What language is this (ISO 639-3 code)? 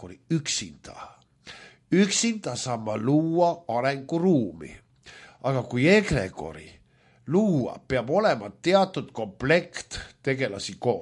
est